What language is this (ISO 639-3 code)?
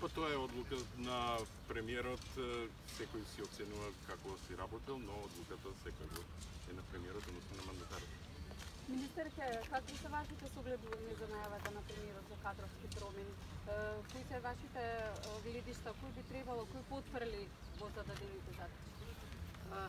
mkd